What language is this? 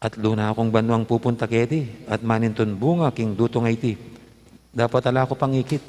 Pampanga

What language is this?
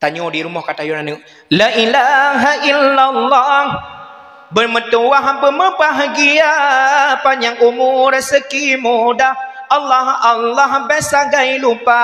Achinese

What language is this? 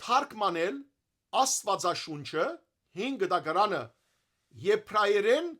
Western Armenian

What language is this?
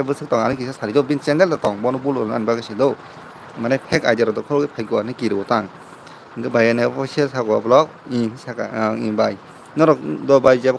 Kok Borok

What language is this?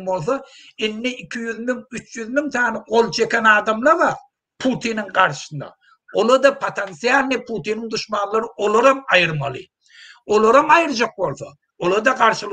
Turkmen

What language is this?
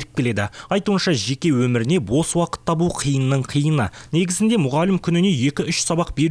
Kazakh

